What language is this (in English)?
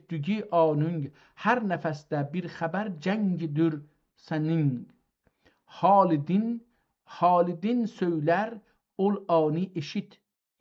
South Azerbaijani